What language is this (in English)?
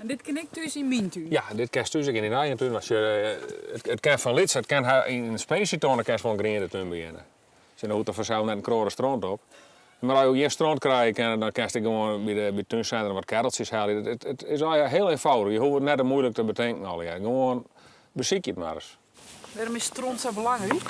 Western Frisian